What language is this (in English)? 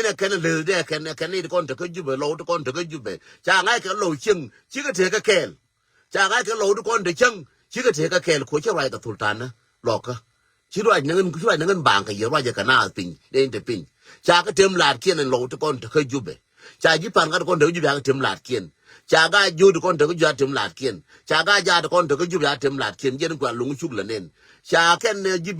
Nuer